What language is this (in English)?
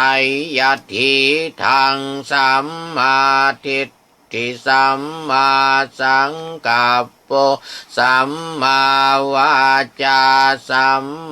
Pali